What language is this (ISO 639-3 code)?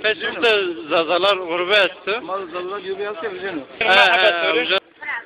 zza